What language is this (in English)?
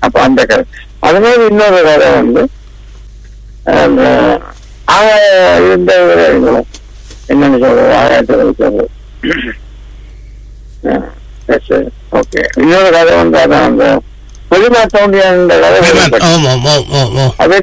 Tamil